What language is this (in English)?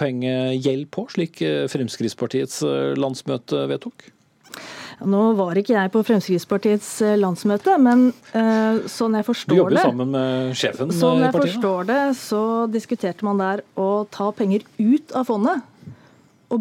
Norwegian